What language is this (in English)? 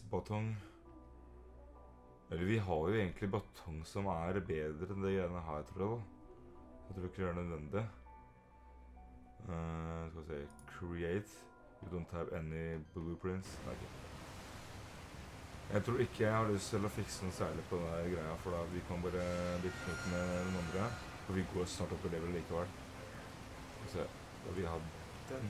Norwegian